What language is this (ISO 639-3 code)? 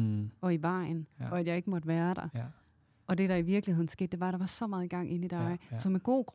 dan